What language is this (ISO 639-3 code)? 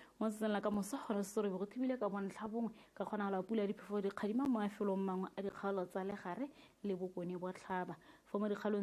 tsn